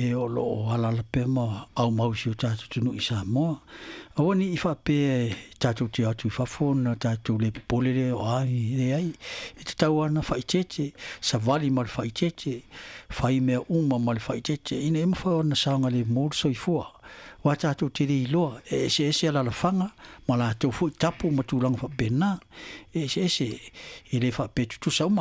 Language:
Samoan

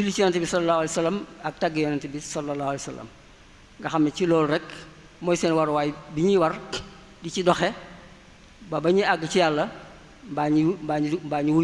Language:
Wolof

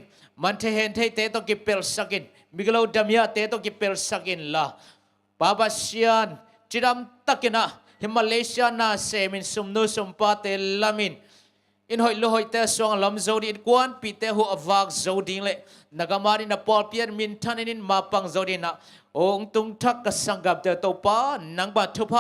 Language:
Tedim Chin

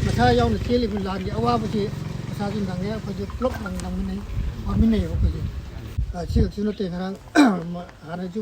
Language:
Manipuri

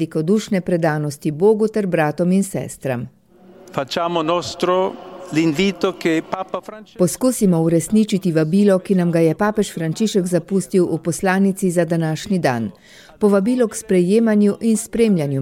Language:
Slovenian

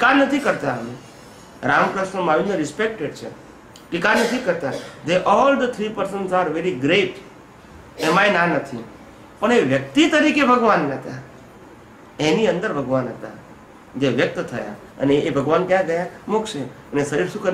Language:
Gujarati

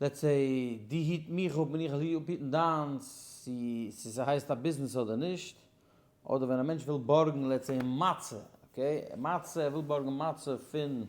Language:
Yiddish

